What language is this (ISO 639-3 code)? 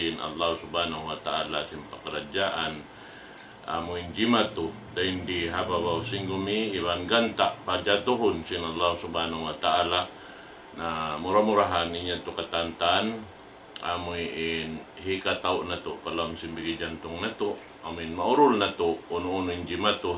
tsg